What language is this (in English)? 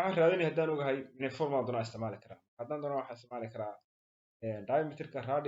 Somali